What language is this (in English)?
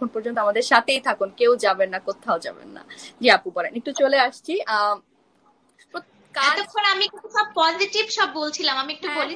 Bangla